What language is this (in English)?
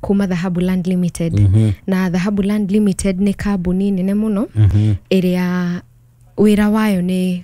Kikuyu